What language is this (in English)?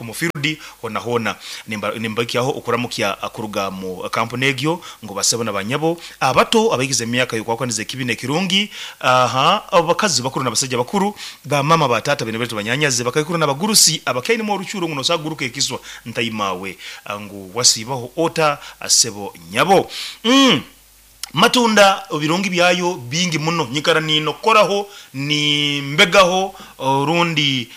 Nyoro